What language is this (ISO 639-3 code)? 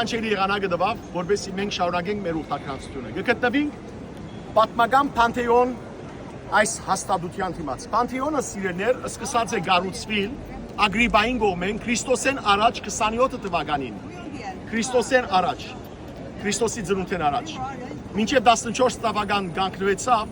hyw